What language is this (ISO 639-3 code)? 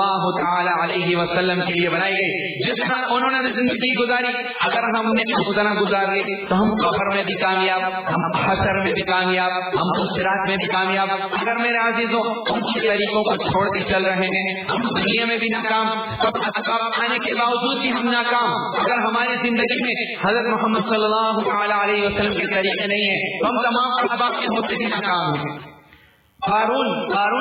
urd